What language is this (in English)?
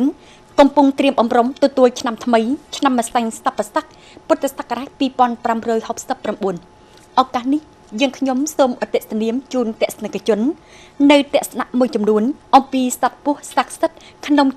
Khmer